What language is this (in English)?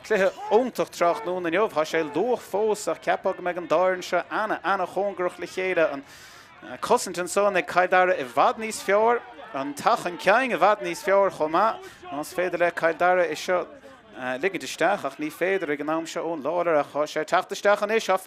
Irish